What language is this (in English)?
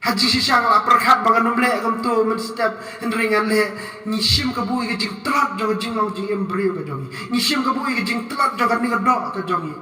Khasi